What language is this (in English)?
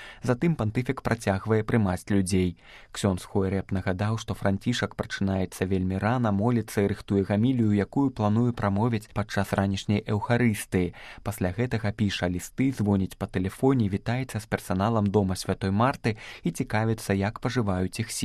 Belarusian